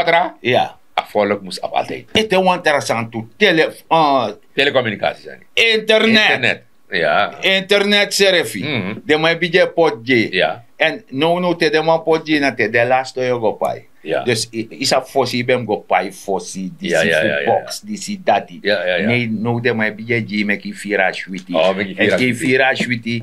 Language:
Sranan Tongo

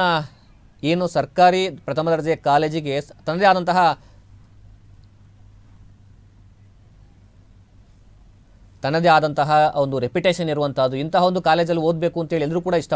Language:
Kannada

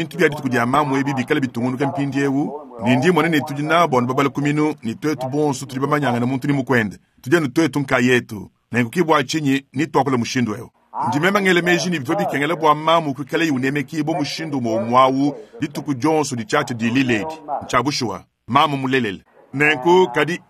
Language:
Luba-Lulua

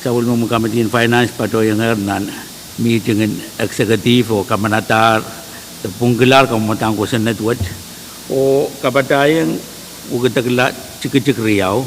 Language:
Pohnpeian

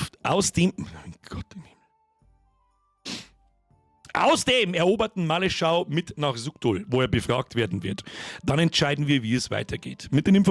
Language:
Bavarian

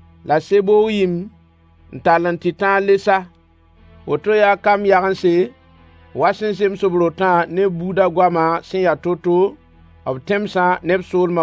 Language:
Mossi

